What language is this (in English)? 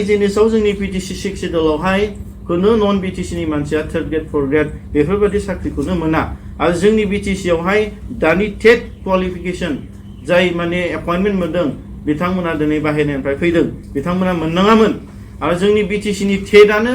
Bodo